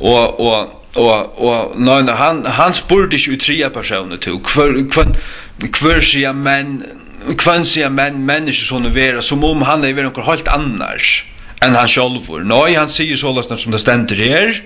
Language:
Faroese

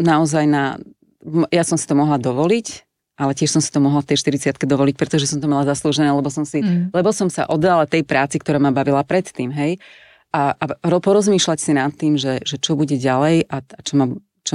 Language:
Slovak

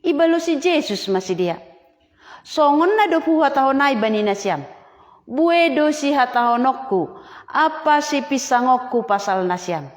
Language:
Batak Simalungun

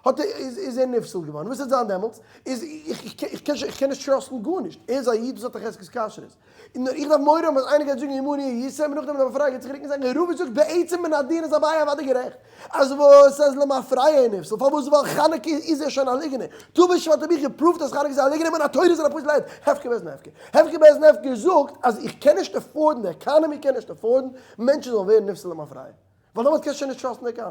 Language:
Yiddish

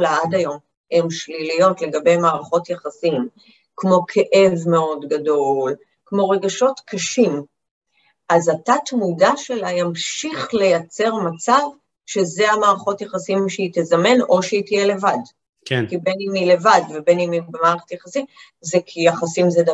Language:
Hebrew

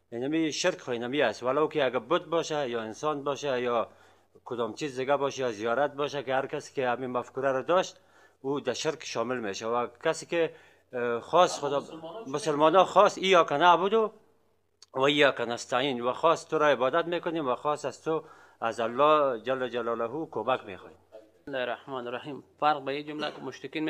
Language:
Persian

